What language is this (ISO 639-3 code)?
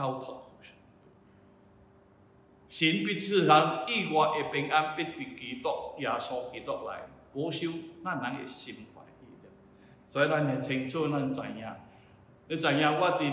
nan